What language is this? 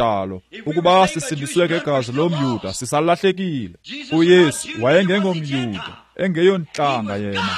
Xhosa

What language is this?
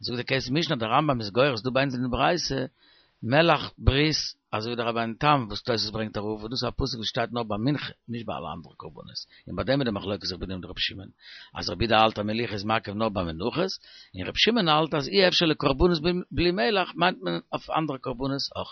Yiddish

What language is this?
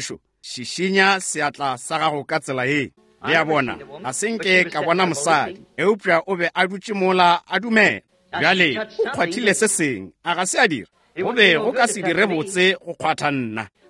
Northern Sotho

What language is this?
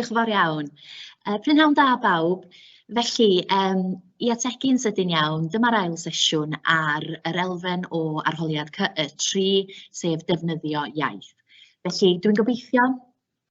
Welsh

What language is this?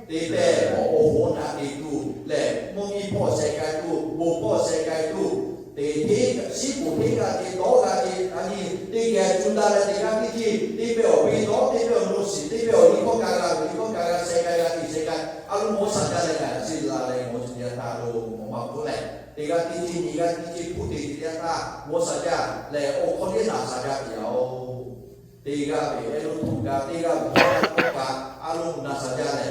Lahu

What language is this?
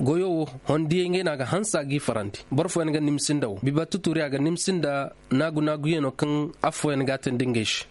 Koyraboro Senni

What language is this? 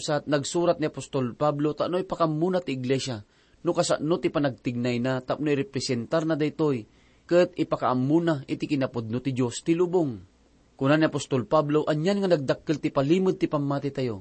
Iloko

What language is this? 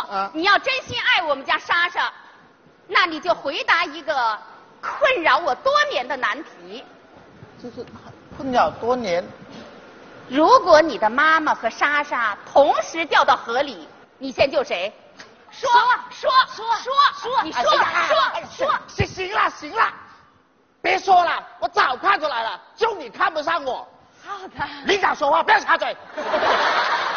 Chinese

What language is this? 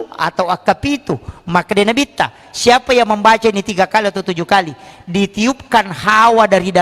Buginese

